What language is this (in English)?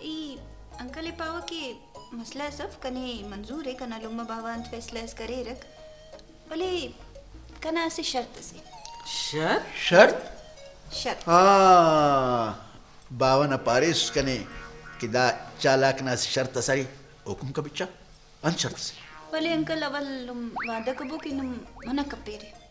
Brahui